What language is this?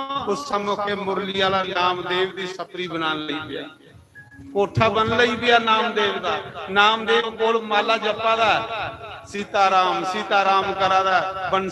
Dogri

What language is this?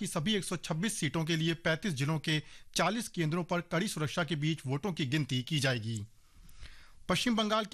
Hindi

